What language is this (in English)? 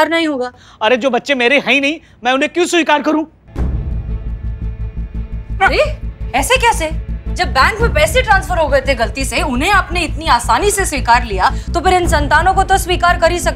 Hindi